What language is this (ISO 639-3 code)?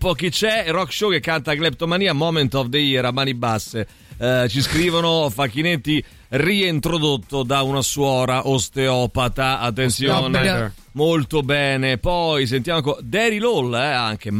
ita